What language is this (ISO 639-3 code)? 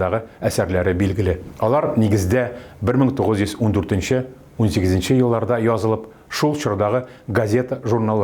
tat